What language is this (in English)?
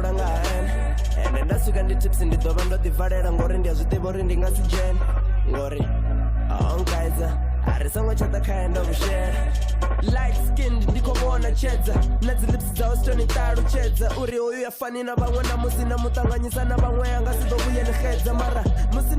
Venda